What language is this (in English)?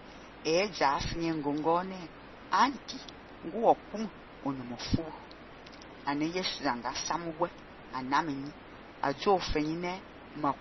Fang